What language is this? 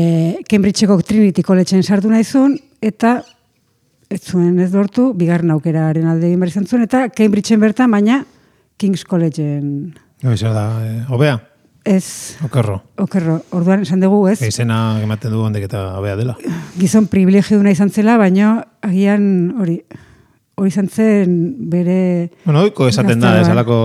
Basque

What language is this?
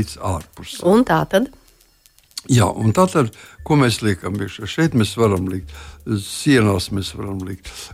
Latvian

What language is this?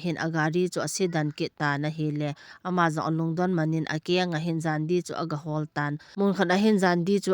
Thado Chin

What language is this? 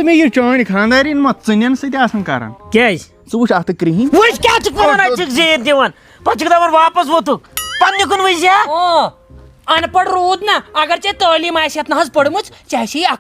Kashmiri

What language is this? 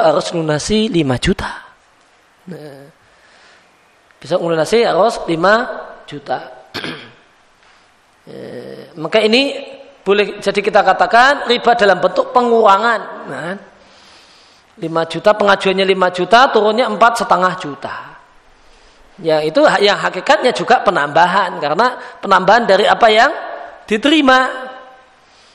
Indonesian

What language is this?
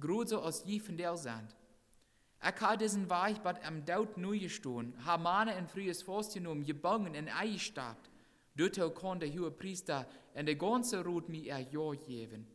Plautdietsch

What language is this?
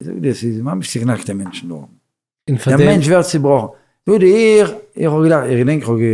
Yiddish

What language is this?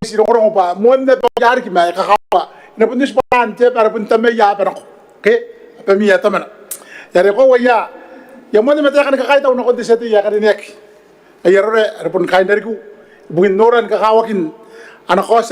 Gilbertese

